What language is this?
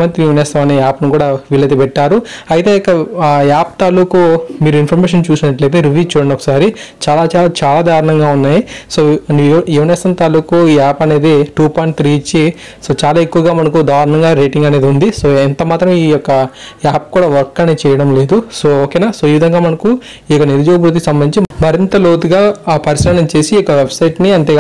Telugu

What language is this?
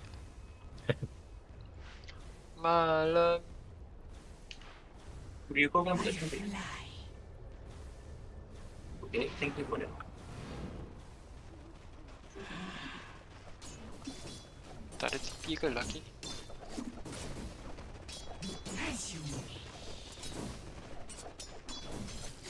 Malay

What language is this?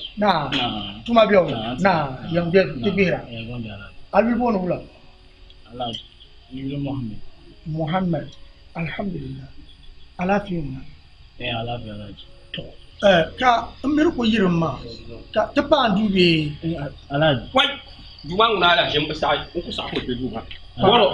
Dagbani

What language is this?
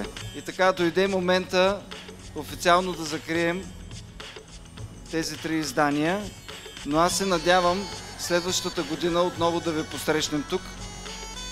Bulgarian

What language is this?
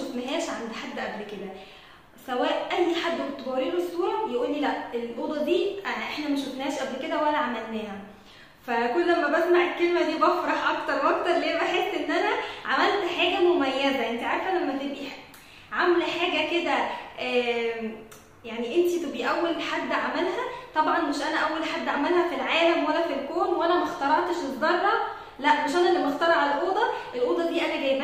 Egyptian Arabic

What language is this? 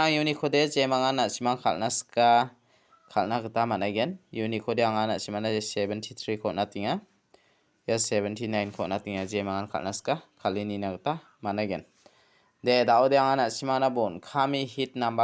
Garo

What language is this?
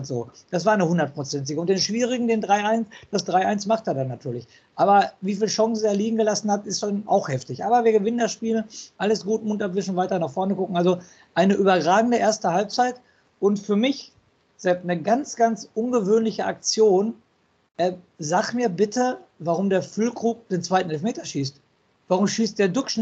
German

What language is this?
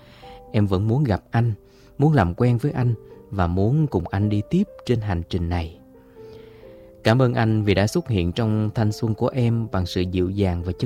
Vietnamese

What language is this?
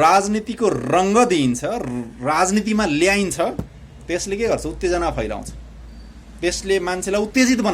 Nepali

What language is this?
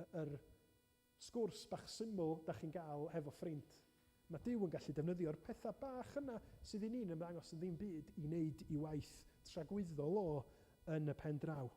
Welsh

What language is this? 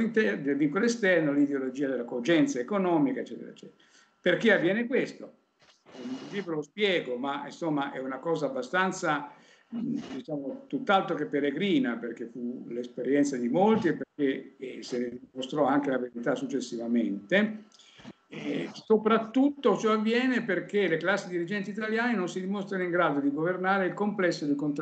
Italian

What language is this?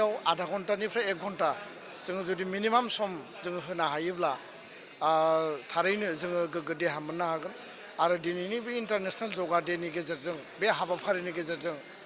Bodo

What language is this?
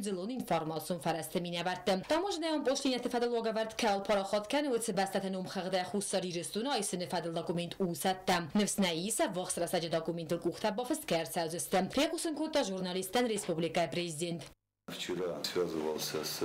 Ossetic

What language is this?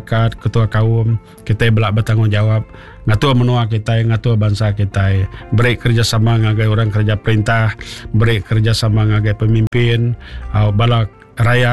Iban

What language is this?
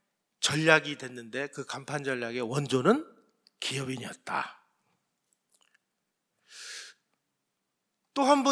Korean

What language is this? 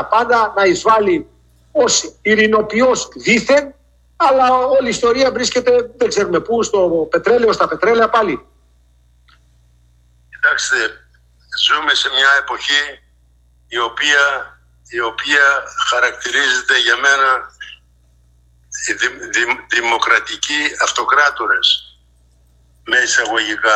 Greek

